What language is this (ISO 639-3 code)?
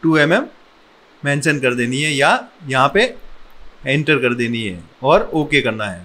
hin